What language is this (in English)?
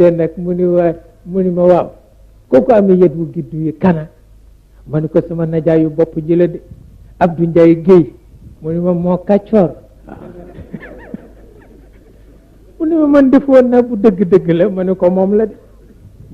Wolof